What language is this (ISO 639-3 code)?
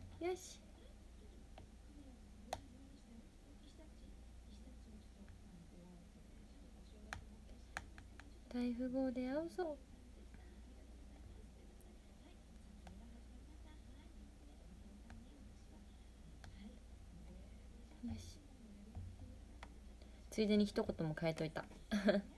jpn